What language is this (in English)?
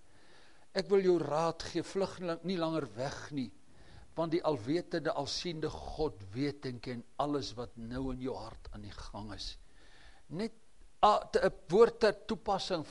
Afrikaans